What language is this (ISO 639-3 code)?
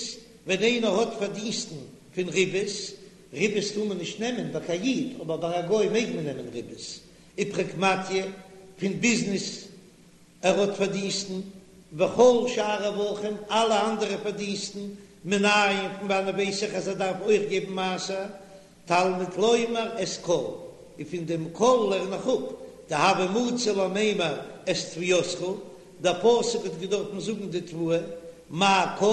yid